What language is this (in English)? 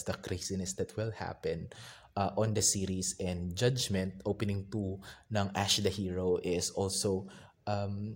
Filipino